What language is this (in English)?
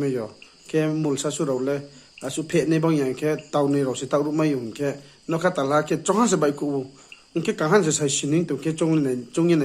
Riang (India)